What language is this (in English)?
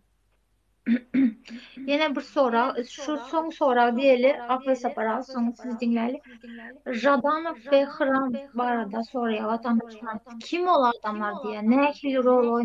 Turkmen